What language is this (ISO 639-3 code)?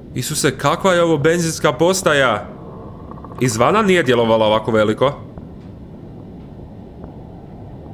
hrv